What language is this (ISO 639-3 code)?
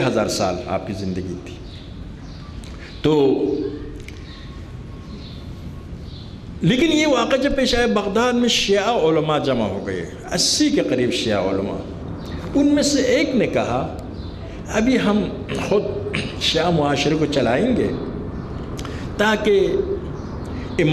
urd